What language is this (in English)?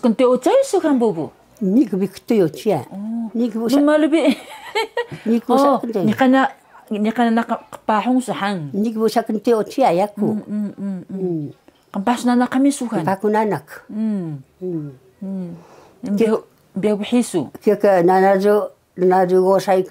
Taroko